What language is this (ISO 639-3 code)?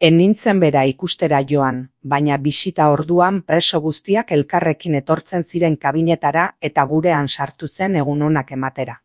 eus